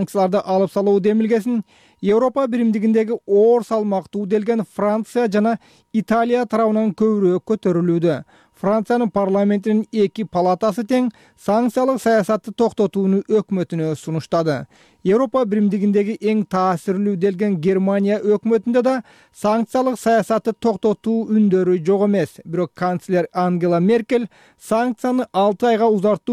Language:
Kyrgyz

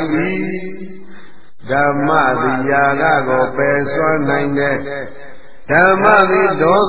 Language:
Burmese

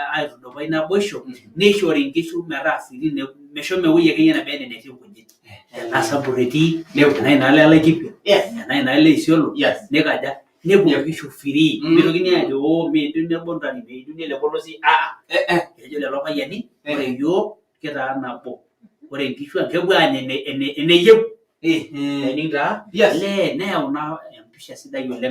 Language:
Masai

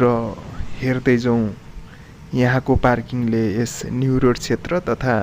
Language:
Nepali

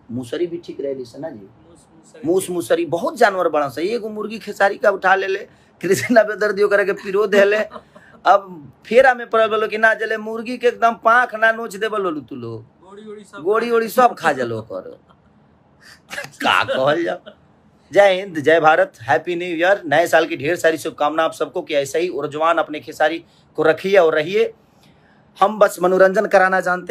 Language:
Bhojpuri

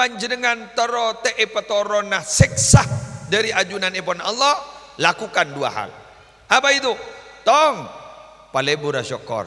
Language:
Madurese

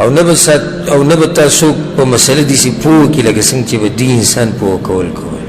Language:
Pashto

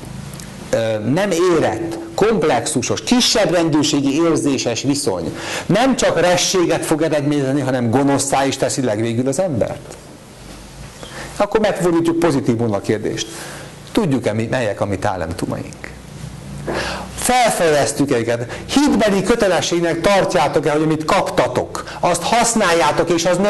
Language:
Hungarian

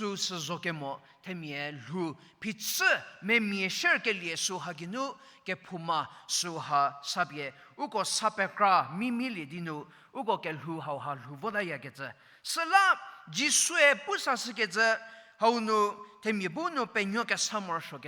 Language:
Angami Naga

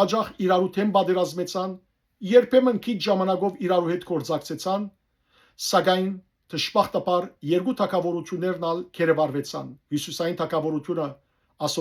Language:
Western Armenian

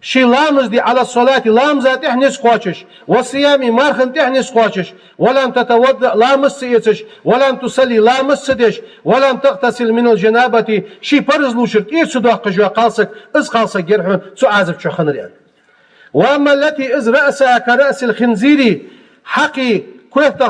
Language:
Ingush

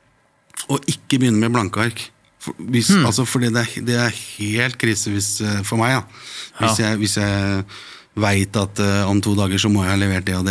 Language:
Norwegian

